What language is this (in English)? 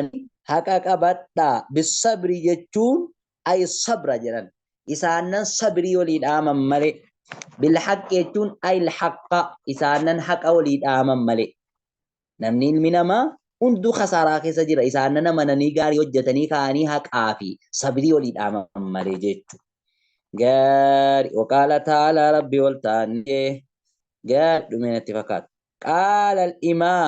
Oromo